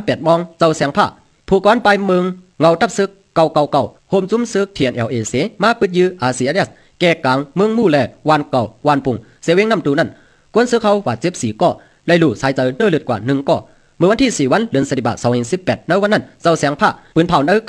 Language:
Shan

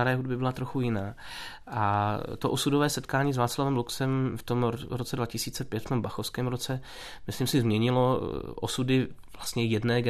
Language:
Czech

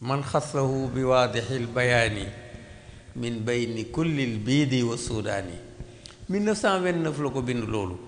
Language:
Wolof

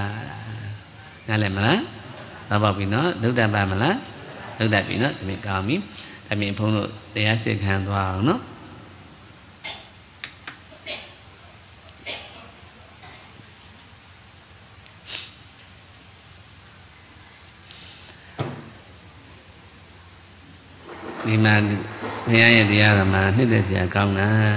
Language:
Burmese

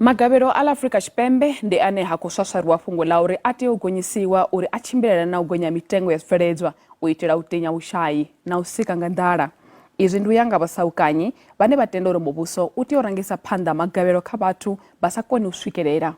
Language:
Venda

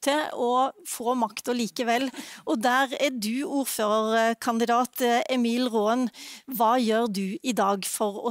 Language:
Norwegian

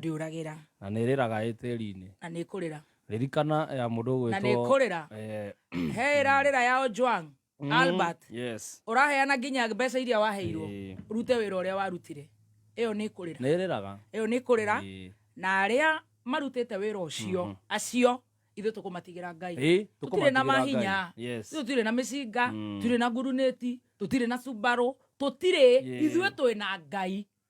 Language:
Kikuyu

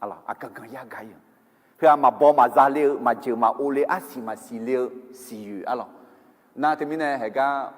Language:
Akha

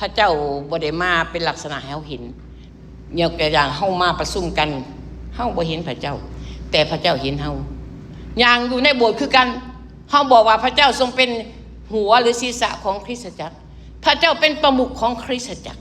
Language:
Lao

